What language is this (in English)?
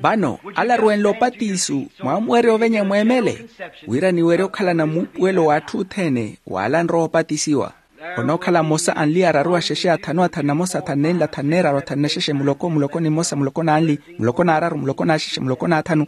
Makhuwa